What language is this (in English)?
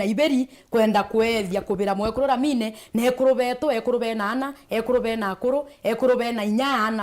Meru